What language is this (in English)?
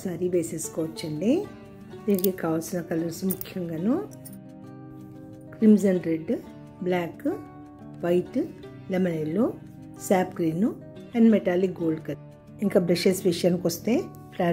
Telugu